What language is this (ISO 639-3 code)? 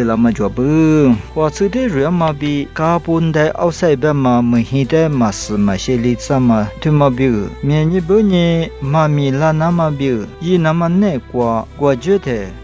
lis